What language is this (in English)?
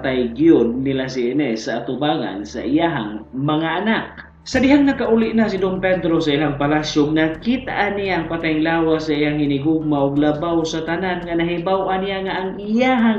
Cebuano